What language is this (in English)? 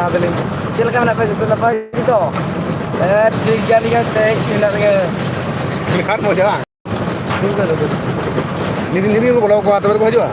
Santali